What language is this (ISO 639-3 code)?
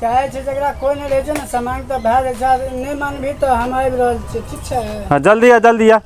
mai